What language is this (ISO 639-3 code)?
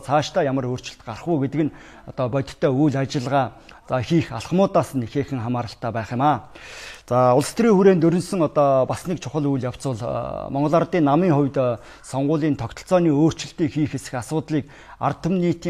mon